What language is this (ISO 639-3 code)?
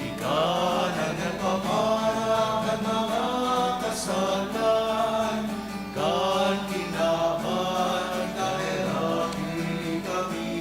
bik